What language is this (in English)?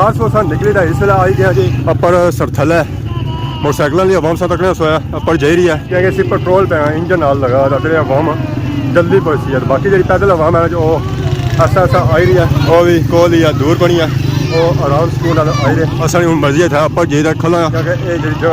Pahari-Potwari